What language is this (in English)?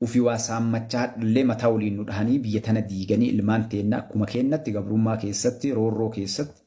Oromo